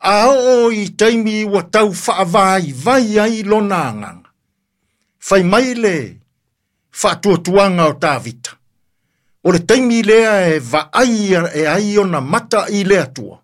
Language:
Samoan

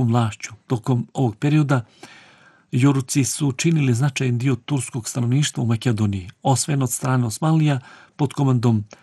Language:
Bosnian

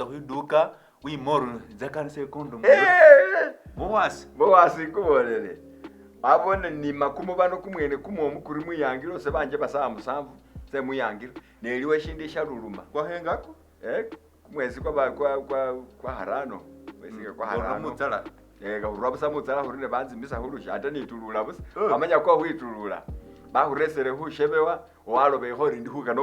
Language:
Masaaba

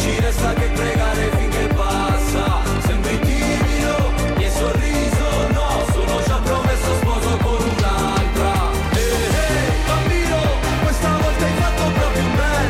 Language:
Italian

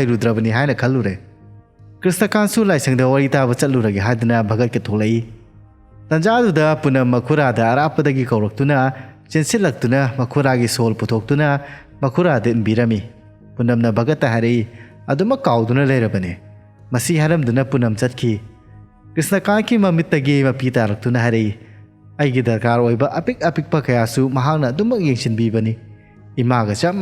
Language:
Manipuri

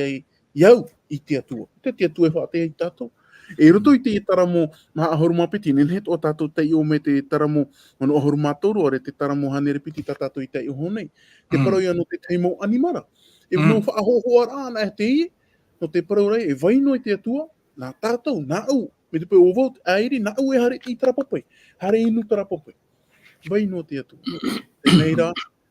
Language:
Tahitian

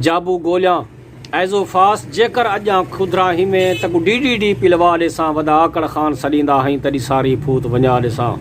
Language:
Saraiki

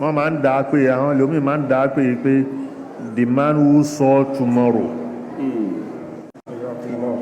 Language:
Yoruba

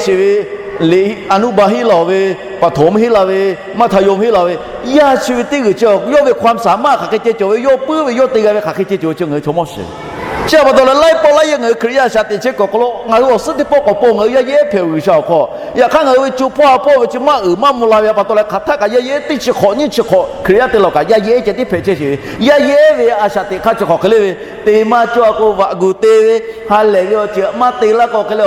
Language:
Lahu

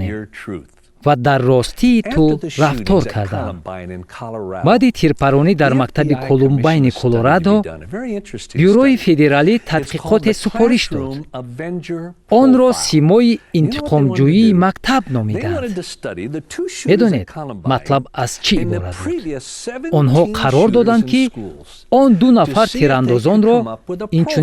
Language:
Tajik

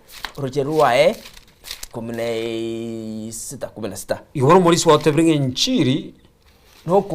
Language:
Gusii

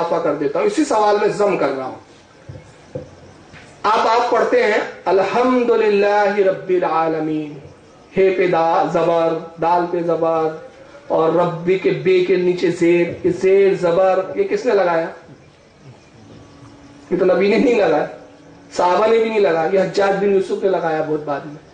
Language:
Urdu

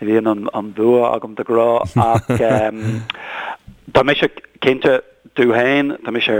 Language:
Irish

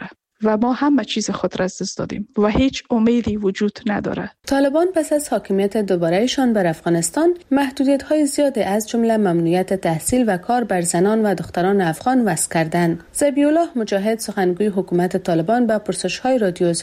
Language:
Persian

